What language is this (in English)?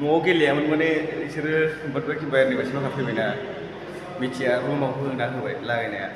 Bodo